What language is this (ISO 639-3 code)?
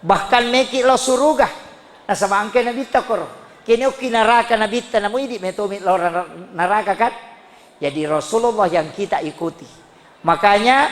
bug